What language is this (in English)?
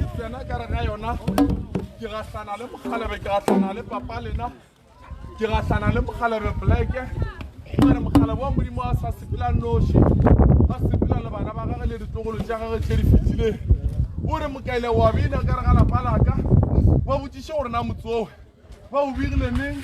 Northern Sotho